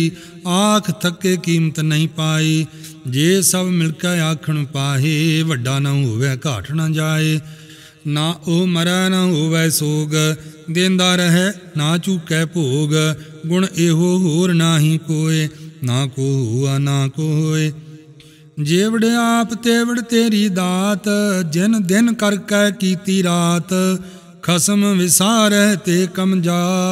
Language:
Punjabi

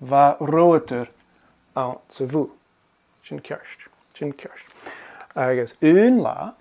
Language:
Scottish Gaelic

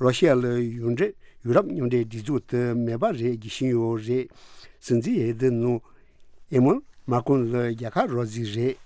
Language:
Tibetan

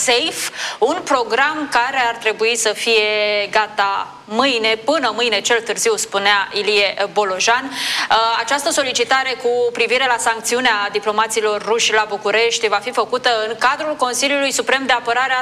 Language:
Romanian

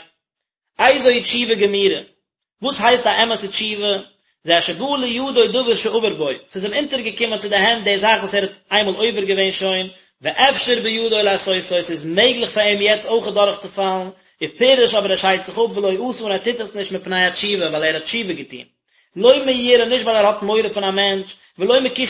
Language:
Yiddish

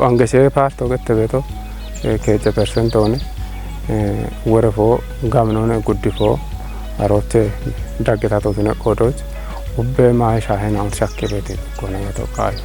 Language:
Kafa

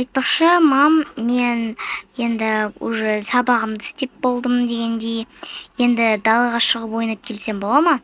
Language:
Kazakh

